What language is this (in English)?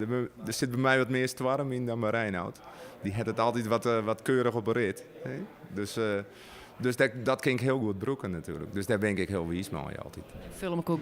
Western Frisian